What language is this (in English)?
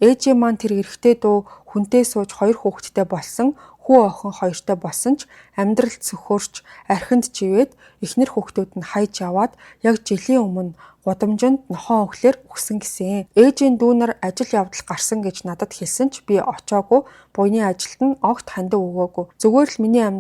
Mongolian